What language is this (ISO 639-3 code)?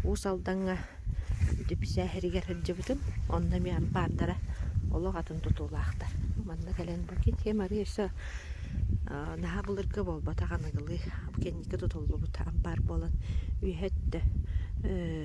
sah